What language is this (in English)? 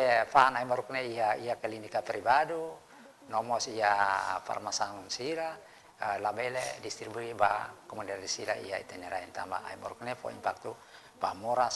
Tetum